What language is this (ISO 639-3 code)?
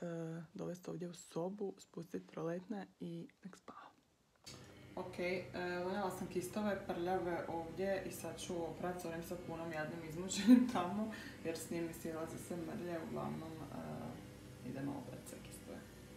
hrv